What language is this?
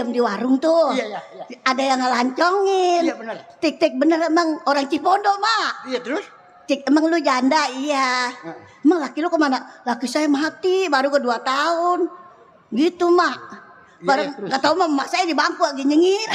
Betawi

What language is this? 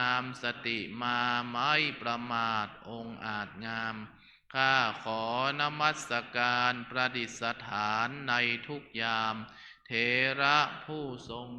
Pali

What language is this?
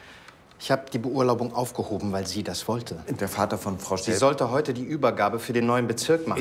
German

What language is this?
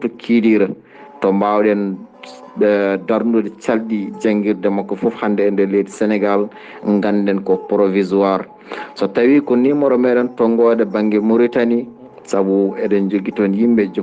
Fula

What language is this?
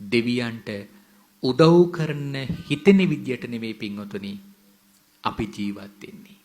Sinhala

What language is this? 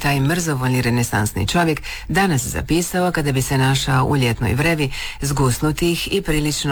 Croatian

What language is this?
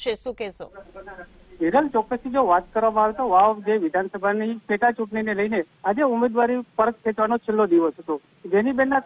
Gujarati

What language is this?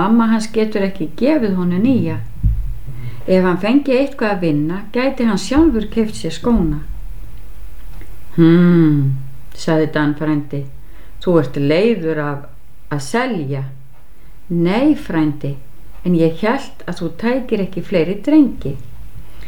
Icelandic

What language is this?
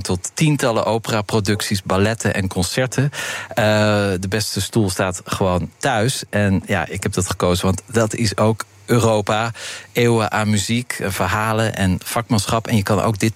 Dutch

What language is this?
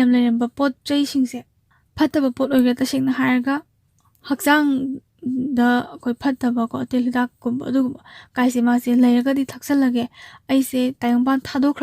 Manipuri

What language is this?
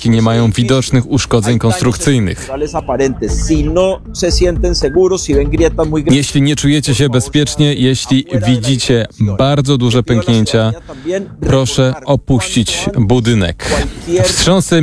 Polish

